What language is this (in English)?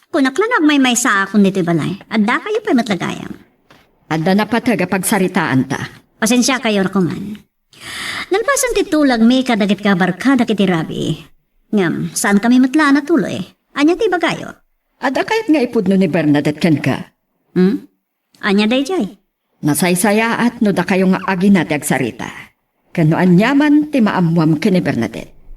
Iloko